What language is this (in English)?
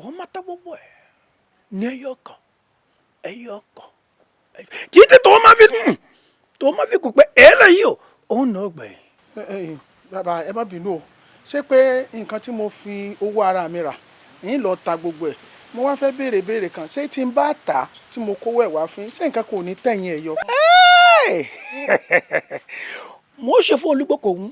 Yoruba